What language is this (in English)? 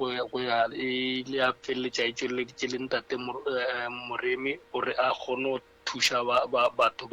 Northern Sotho